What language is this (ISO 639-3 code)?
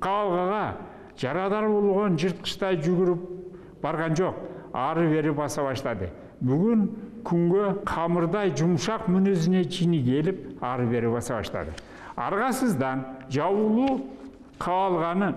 kir